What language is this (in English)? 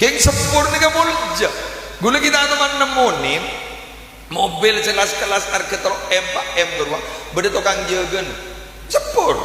Madurese